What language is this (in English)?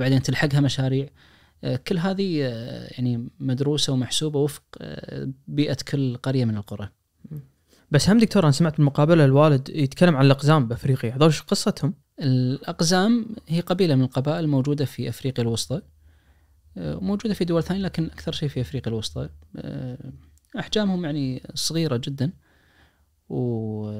Najdi Arabic